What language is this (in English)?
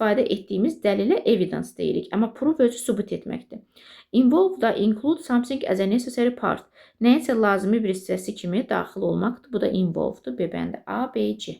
Azerbaijani